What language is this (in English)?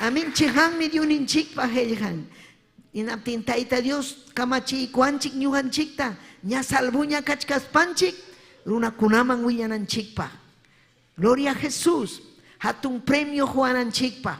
Ayacucho Quechua